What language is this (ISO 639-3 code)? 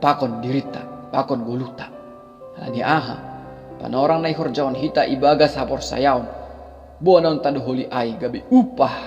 bts